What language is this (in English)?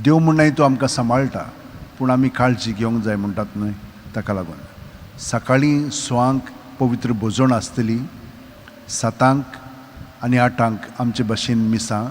Konkani